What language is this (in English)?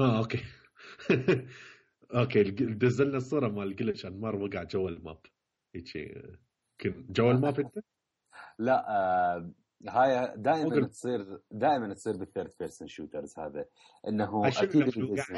Mesopotamian Arabic